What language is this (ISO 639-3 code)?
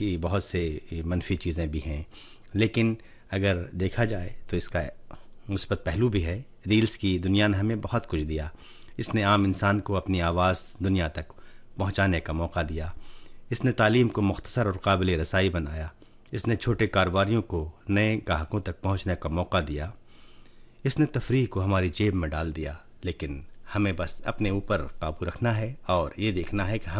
urd